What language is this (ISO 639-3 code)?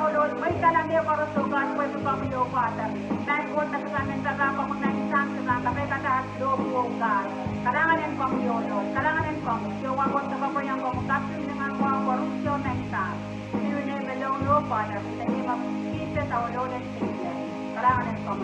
pon